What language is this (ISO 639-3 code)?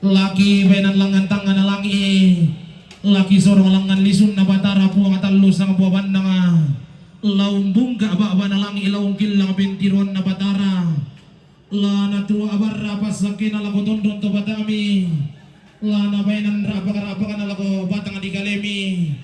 sda